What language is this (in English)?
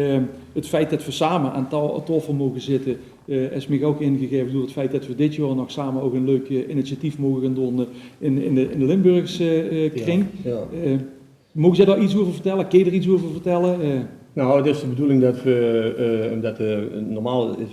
Limburgish